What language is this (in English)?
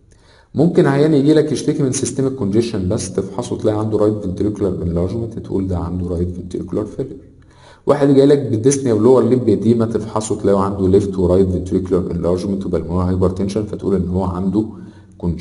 Egyptian Arabic